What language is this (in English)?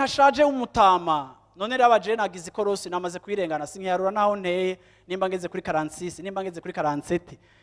Rundi